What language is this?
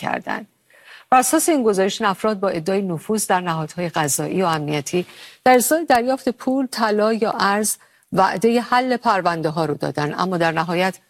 Persian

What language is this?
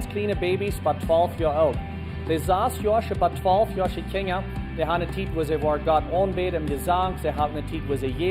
Plautdietsch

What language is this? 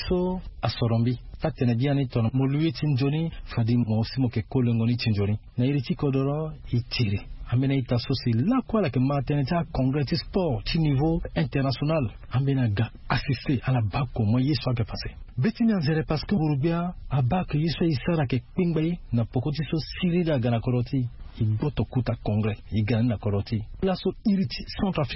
Sango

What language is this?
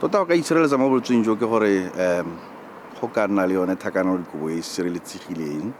Tswana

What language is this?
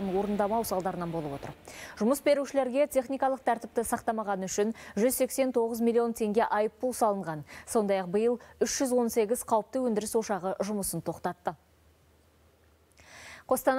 Kazakh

